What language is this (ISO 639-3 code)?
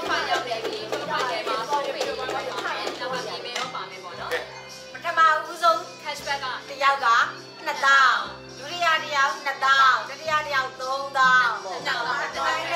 mya